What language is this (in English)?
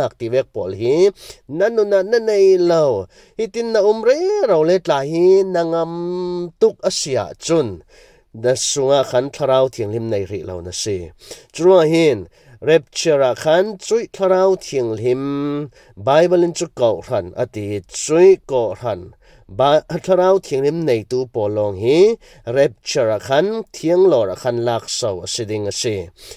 Falam Chin